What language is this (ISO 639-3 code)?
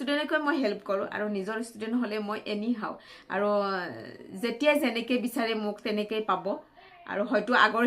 asm